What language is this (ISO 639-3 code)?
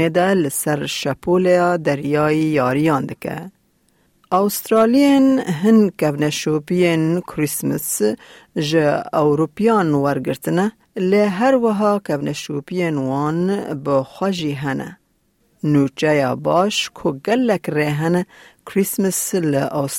kur